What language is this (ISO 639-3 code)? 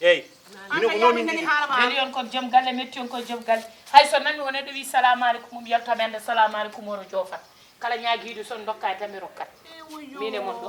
ful